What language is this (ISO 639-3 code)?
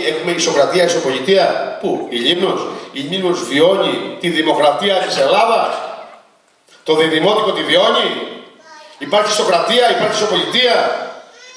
ell